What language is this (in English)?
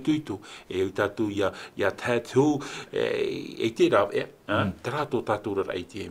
Tahitian